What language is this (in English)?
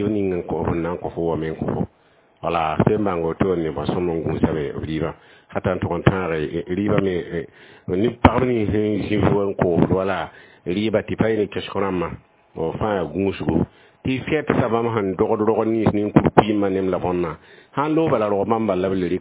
Mossi